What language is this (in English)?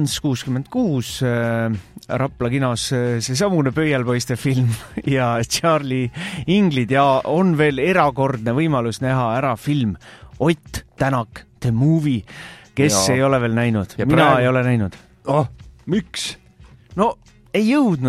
Estonian